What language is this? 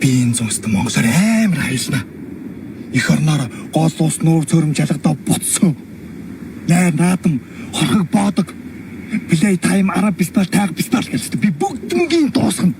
Mongolian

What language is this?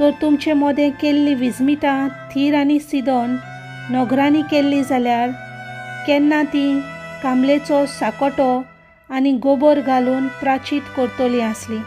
Konkani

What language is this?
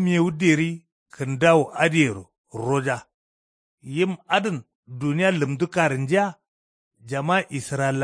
Kanuri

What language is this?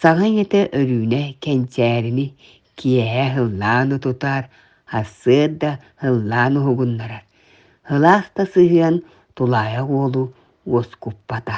Yakut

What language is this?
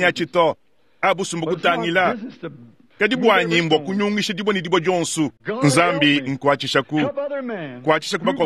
Luba-Lulua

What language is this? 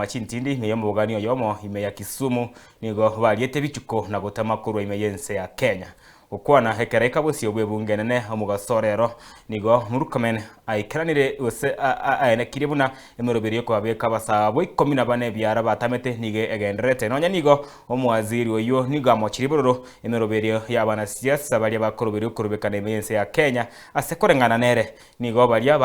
Gusii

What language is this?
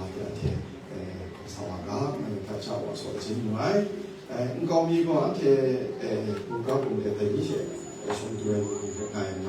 Kachin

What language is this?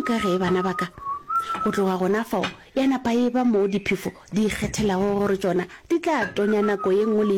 Northern Sotho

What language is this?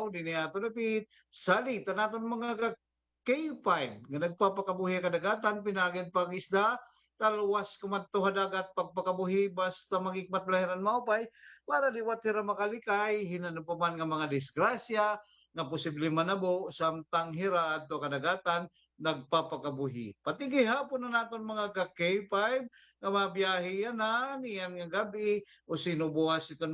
Waray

